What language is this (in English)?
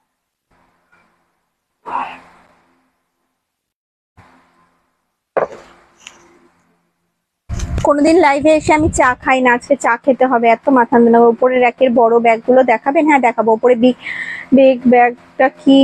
Bangla